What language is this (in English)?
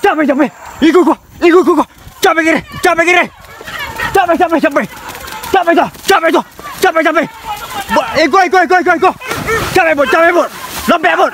Minangkabau